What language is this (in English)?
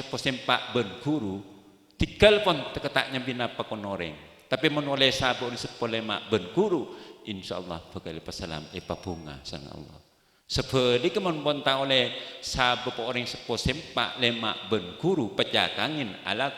Madurese